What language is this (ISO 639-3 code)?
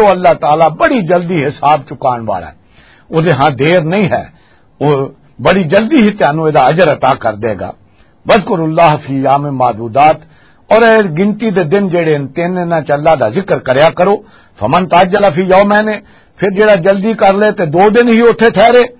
lah